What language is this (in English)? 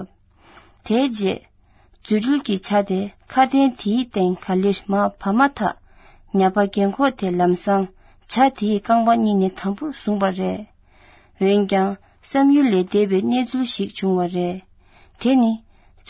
Tibetan